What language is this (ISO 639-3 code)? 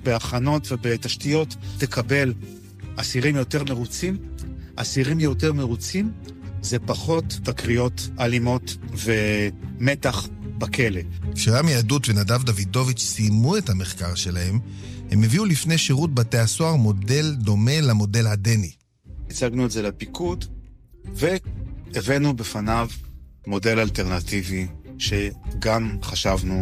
heb